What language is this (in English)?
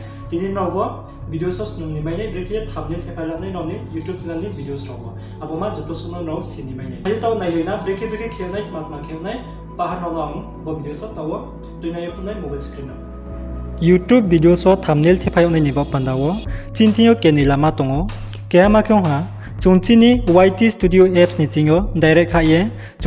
Riang (India)